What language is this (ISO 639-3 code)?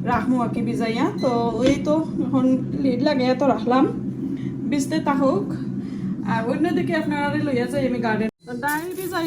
syl